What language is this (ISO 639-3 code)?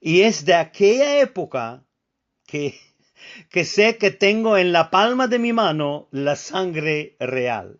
lad